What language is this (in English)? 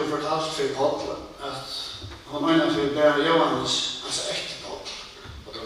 Faroese